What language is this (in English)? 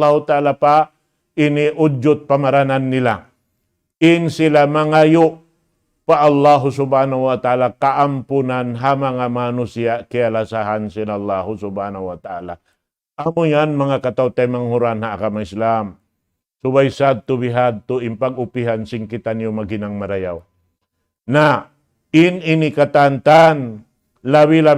Tausug